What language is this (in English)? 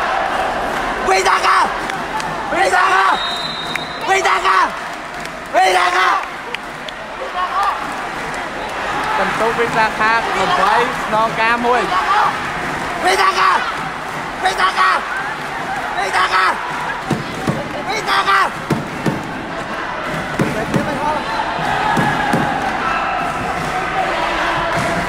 Vietnamese